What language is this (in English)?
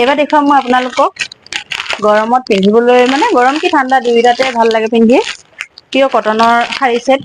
Assamese